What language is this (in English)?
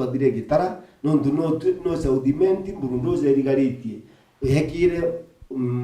Meru